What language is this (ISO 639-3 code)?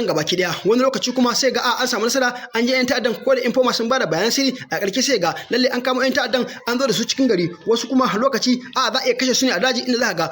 hau